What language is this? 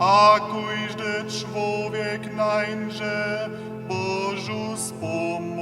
Upper Sorbian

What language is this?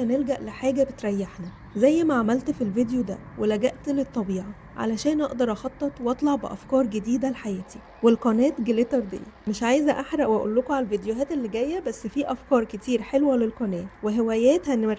Egyptian Arabic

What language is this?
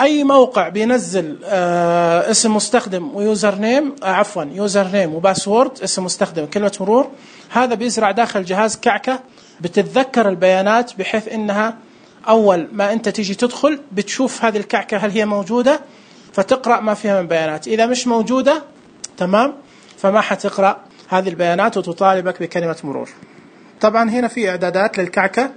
Najdi Arabic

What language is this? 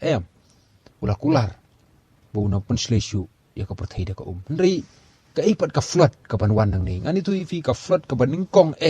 Khasi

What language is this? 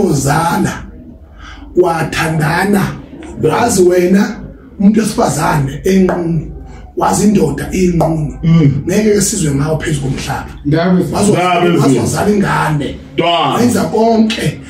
Zulu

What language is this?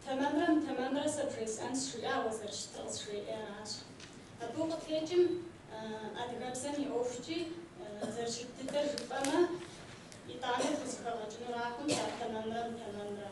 Kabardian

